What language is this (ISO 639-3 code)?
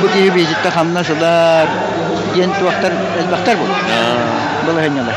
sah